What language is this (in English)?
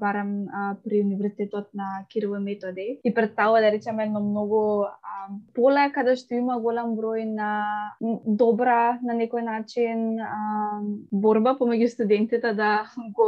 Macedonian